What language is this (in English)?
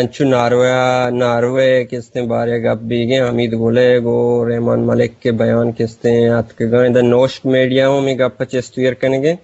Eastern Balochi